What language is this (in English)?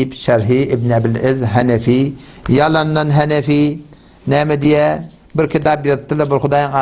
Turkmen